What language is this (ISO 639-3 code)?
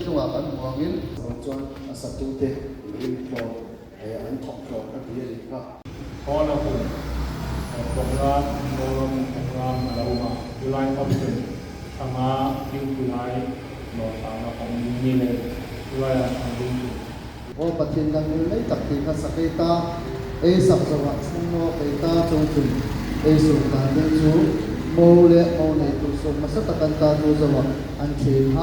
hmr